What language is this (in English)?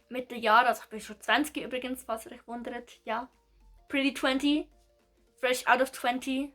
Swiss German